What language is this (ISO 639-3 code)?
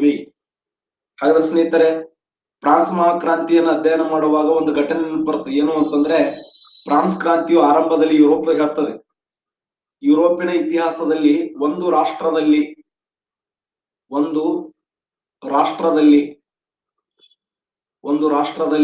kan